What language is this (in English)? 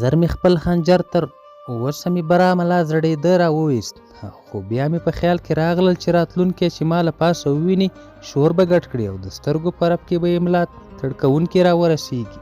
Pashto